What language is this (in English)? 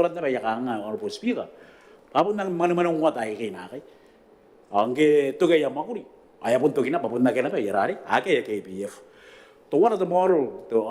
Gilbertese